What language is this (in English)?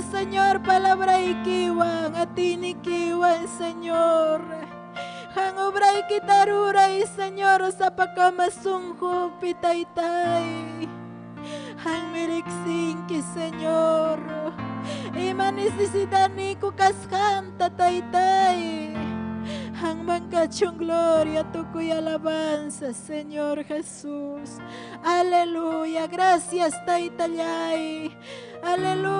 Ayacucho Quechua